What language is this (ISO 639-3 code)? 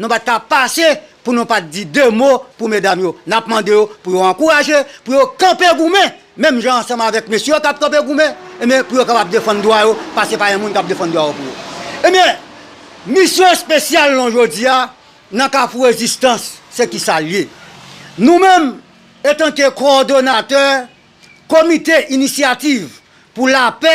hat